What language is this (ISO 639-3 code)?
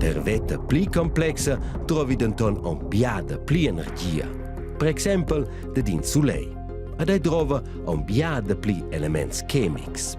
roh